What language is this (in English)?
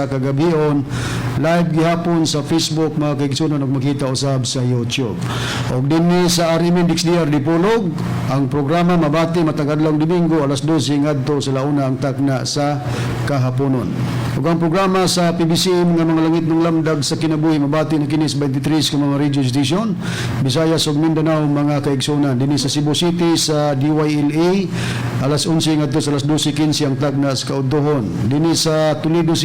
Cebuano